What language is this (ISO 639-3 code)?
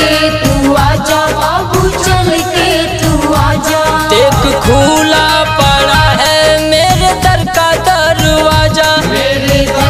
bho